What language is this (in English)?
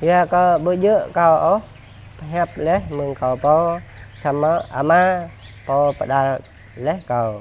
Jarai